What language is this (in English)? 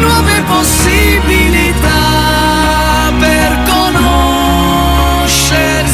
Italian